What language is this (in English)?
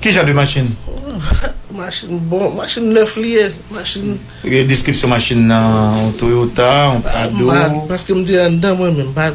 Haitian Creole